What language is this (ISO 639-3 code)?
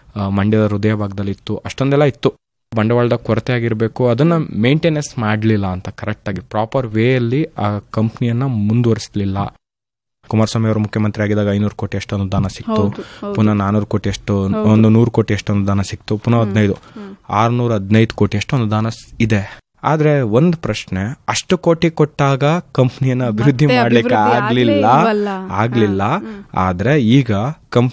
kan